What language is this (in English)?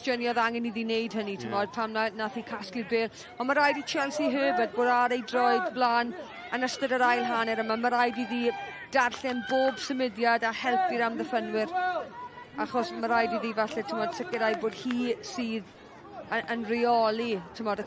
Welsh